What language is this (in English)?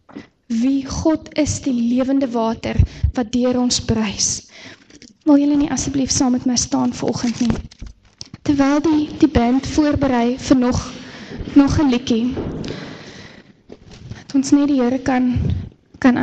Afrikaans